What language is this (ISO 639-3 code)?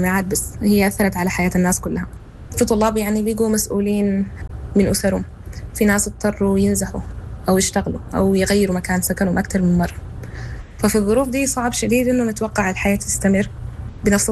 apd